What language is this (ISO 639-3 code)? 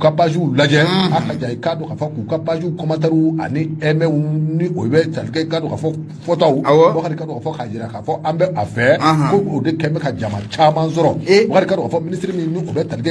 bam